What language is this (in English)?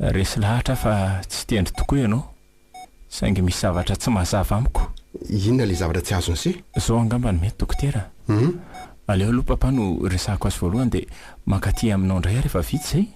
Malagasy